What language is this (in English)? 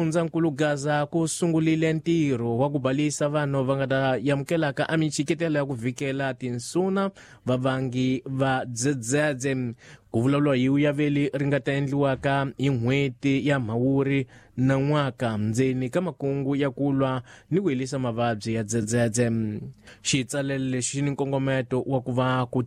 Tsonga